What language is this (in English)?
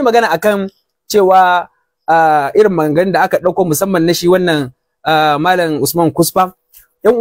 Hausa